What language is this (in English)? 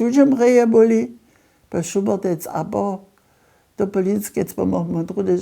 Upper Sorbian